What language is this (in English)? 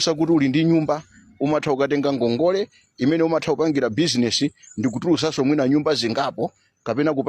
Nyanja